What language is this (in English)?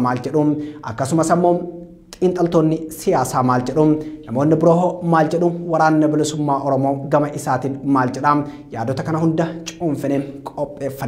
Oromo